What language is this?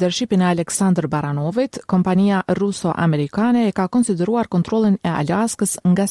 Albanian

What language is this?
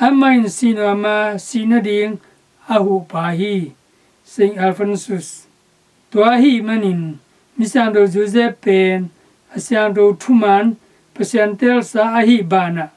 Tedim Chin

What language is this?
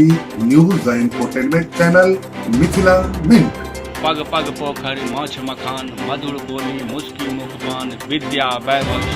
Maithili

